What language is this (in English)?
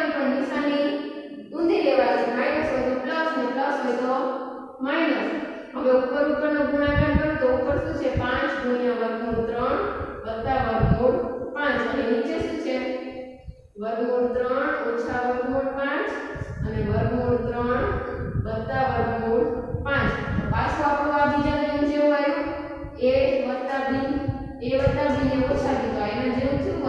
Gujarati